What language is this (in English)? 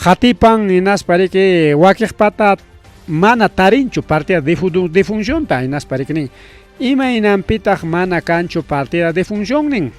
Ayacucho Quechua